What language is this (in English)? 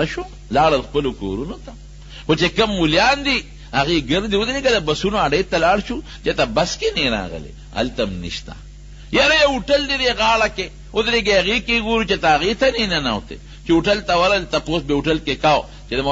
Pashto